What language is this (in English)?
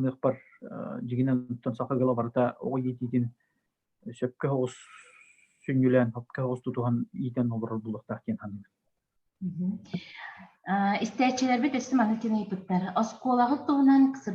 Yakut